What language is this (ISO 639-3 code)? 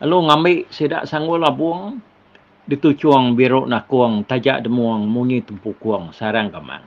iba